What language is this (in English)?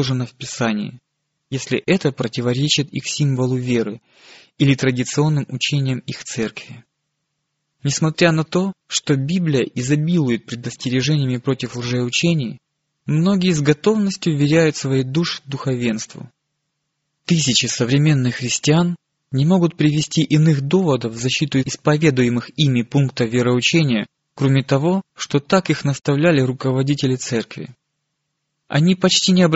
Russian